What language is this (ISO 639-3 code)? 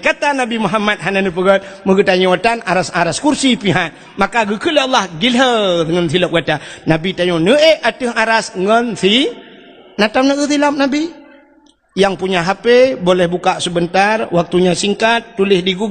ace